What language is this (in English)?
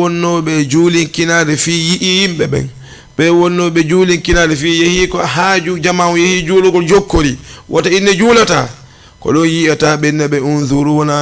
Fula